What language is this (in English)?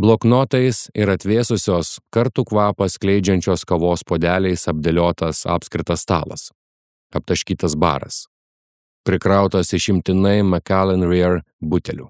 Lithuanian